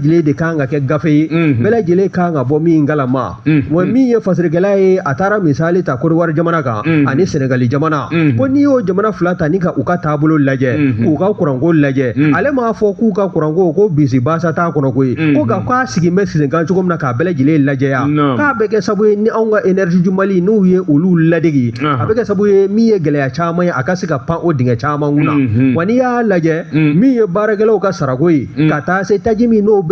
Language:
Bambara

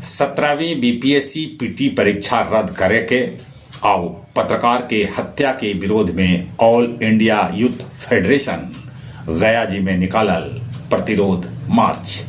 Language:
Magahi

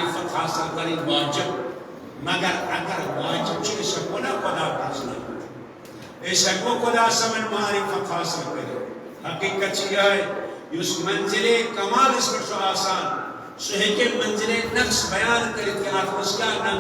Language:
Kashmiri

